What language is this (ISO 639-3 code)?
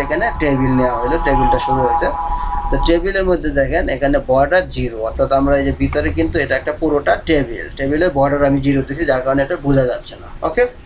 ben